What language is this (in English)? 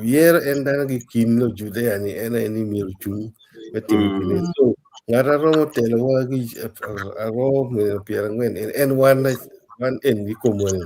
Acoli